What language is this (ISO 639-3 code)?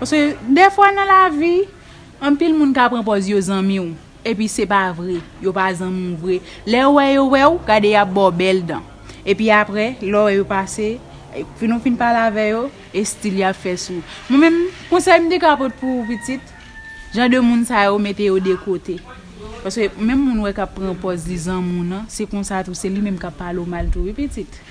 hat